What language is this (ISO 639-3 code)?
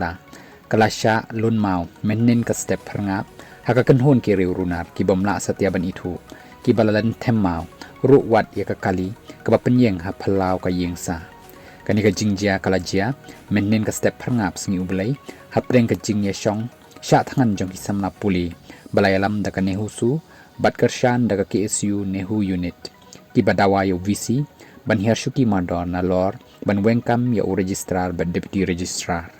kha